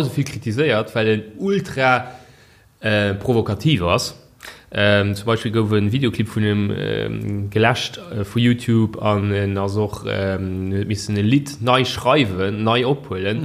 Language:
Luxembourgish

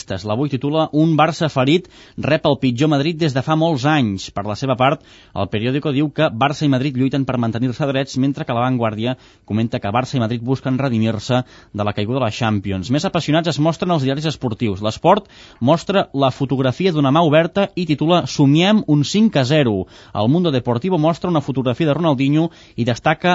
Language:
Catalan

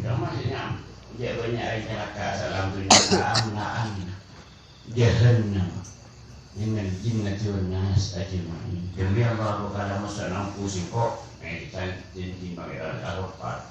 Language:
Madurese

